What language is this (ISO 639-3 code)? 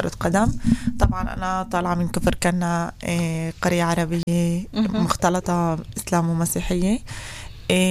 apc